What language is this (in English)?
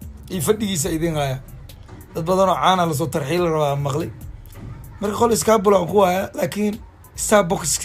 Somali